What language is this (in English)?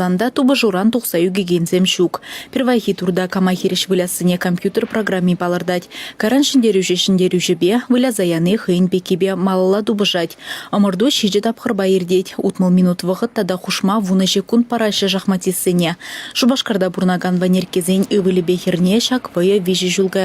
Chuvash